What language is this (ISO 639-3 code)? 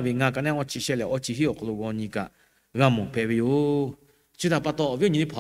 lhu